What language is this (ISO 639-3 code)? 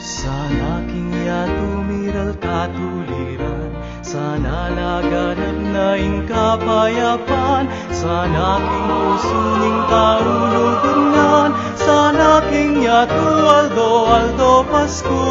pam